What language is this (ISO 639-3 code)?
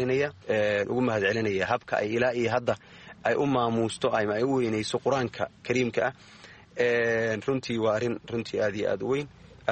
som